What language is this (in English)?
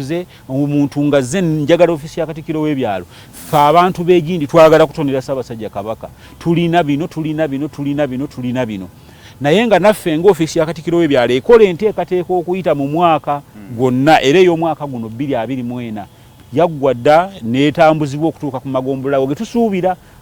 Ganda